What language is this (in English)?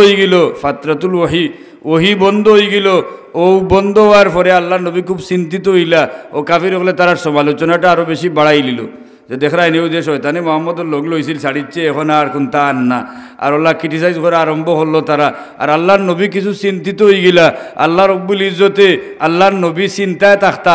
Sylheti